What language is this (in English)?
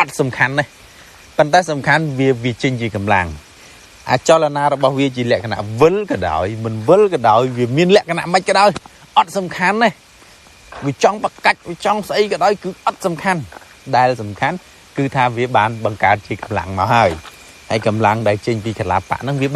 Khmer